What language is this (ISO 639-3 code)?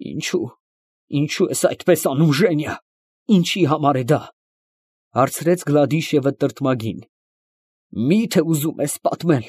hye